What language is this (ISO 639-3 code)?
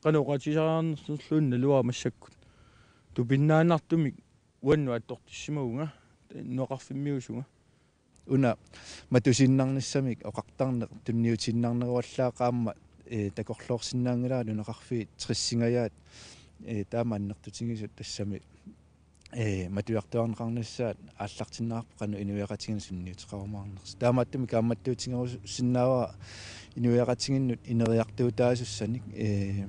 kal